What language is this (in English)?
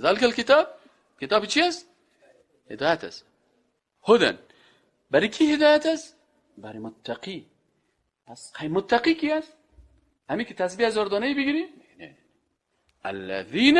Persian